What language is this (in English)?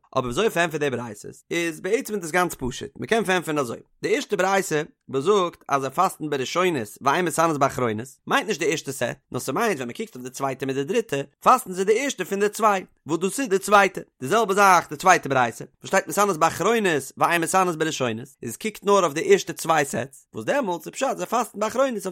Yiddish